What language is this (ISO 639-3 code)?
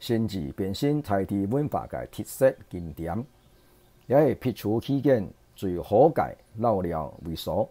hak